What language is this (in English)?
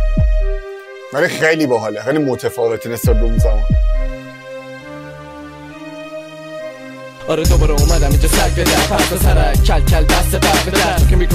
Persian